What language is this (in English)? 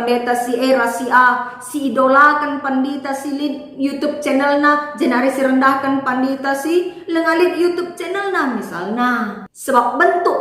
Batak Karo